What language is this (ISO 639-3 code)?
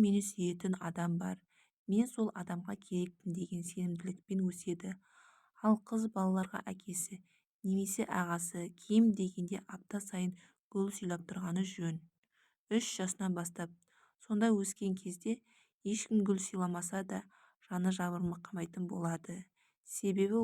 kaz